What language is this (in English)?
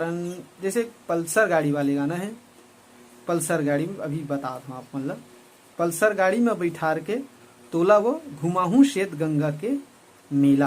Chhattisgarhi